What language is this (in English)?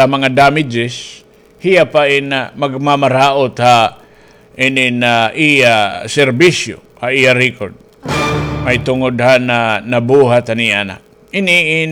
Waray